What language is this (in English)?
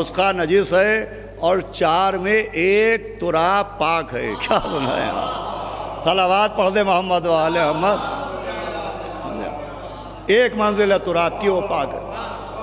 Urdu